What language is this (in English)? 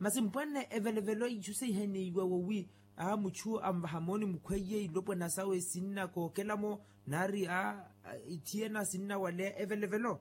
Makhuwa